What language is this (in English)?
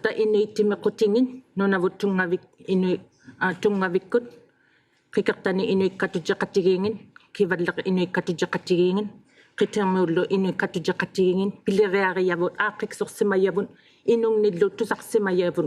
Inuktitut